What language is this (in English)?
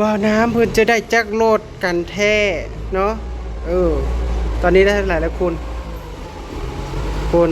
Northeastern Thai